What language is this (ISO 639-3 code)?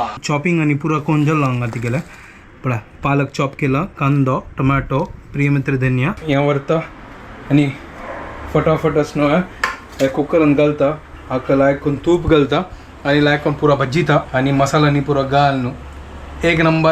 kok